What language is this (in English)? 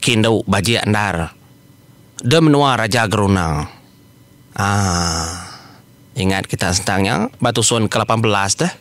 Iban